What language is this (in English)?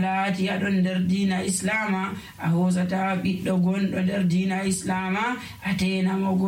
Nigerian Fulfulde